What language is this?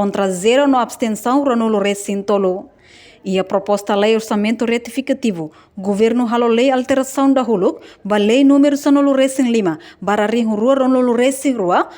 Tetum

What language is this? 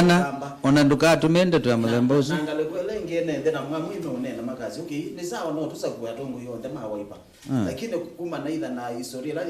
Kamba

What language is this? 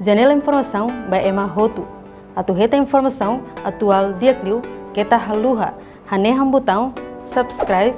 Tetum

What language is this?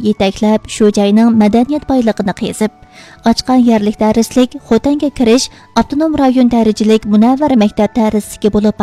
Uyghur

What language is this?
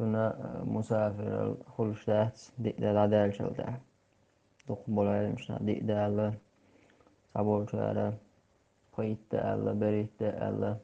Chechen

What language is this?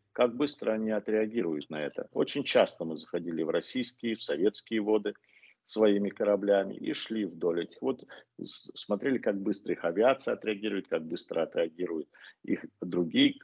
Russian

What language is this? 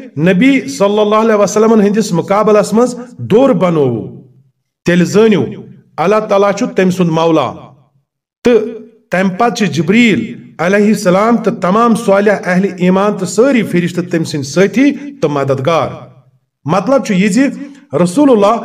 Kashmiri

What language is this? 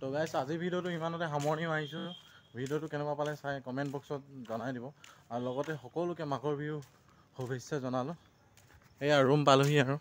Assamese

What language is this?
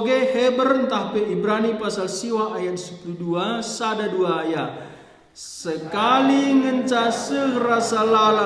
Batak Karo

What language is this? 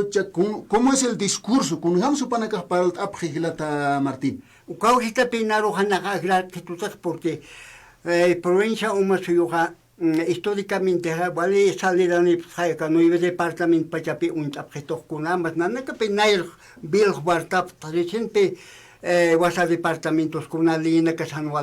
Aymara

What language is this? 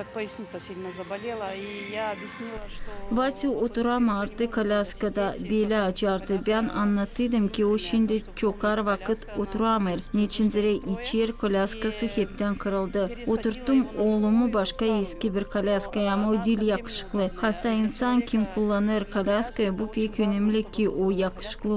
Gagauz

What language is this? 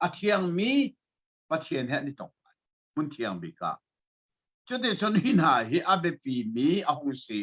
Hakha Chin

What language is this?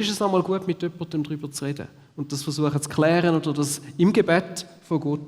Swiss German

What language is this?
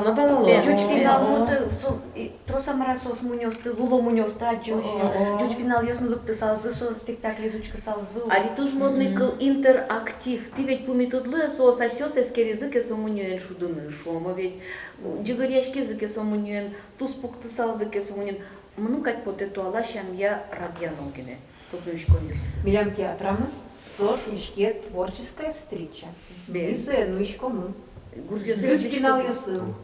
Udmurt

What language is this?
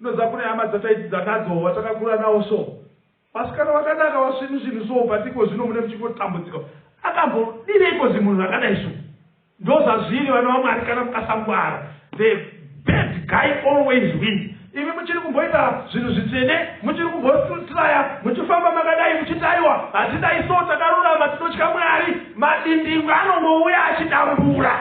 Shona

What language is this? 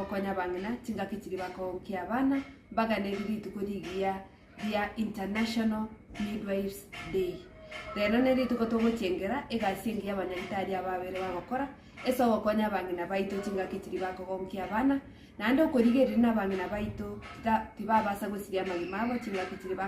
Gusii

